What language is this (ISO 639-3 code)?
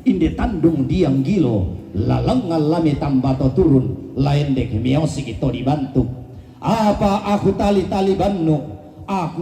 sda